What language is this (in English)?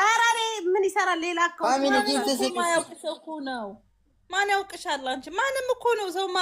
Amharic